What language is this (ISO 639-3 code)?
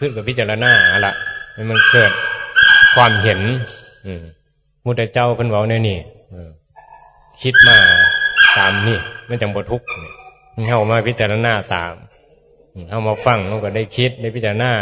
tts